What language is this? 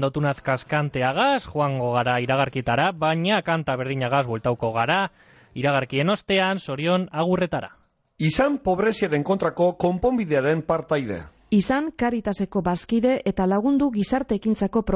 Basque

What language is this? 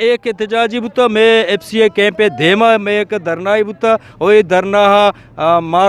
Eastern Balochi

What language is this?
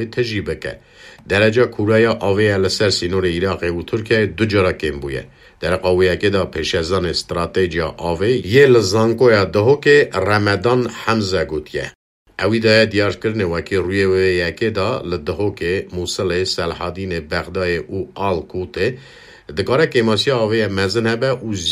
Kurdish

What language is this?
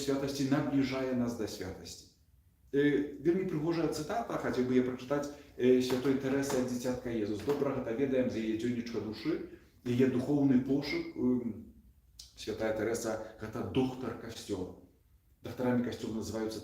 Belarusian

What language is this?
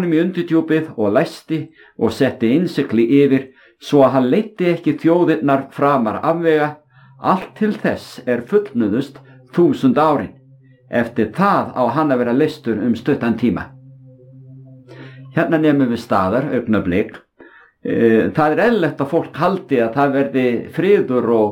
Icelandic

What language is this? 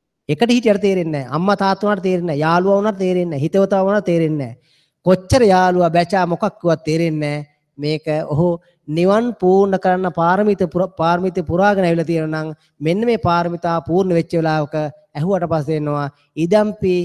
Sinhala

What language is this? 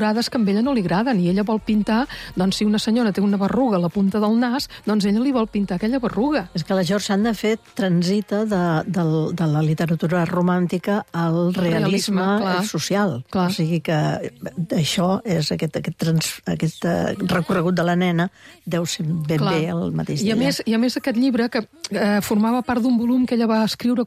Catalan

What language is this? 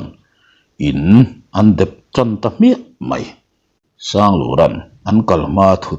Mizo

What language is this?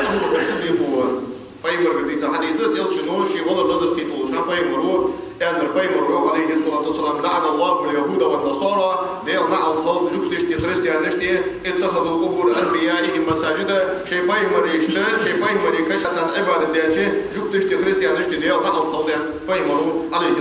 Ingush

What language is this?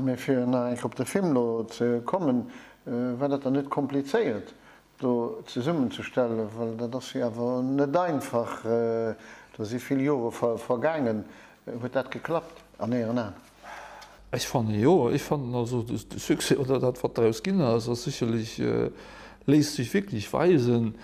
Luxembourgish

